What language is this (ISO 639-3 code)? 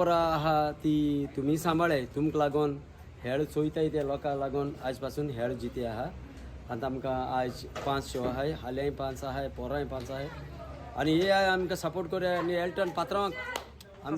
kok